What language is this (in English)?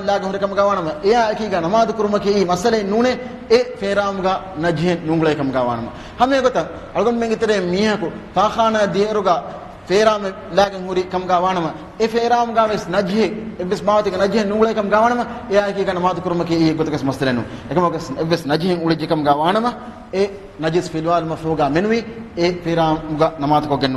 Divehi